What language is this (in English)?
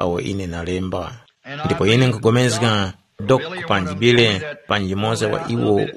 Tumbuka